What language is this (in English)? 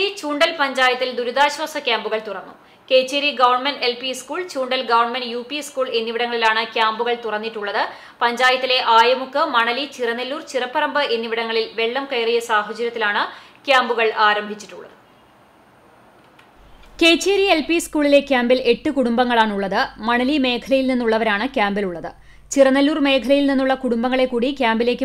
Malayalam